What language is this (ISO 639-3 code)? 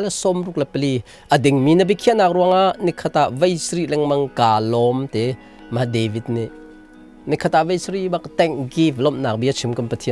cnh